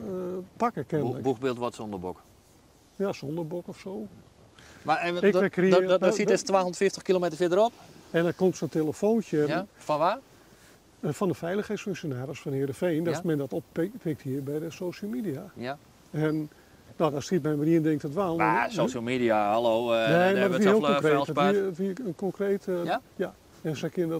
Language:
Western Frisian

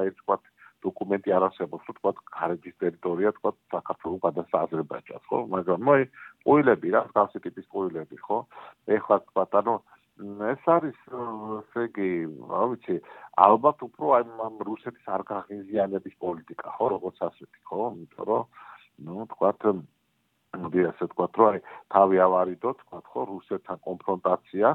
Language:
Georgian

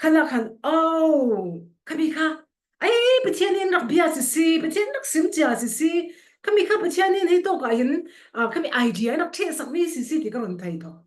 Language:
Falam Chin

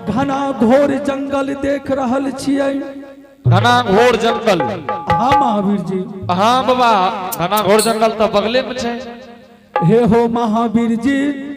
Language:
Angika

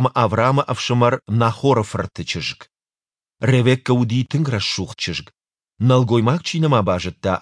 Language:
Ossetic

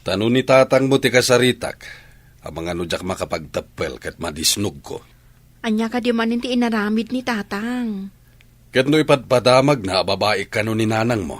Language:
Iloko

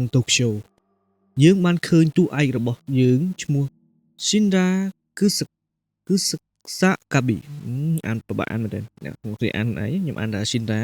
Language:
Khmer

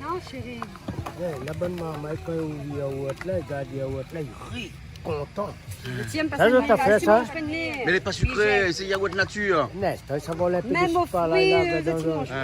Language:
Réunion Creole French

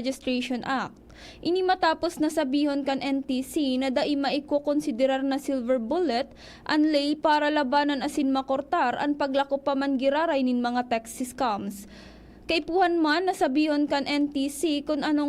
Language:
Bikol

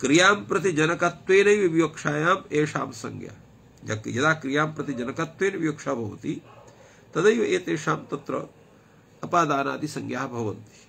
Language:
Sanskrit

